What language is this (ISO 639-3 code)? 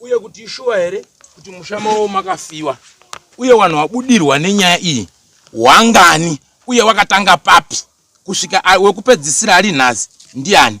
sna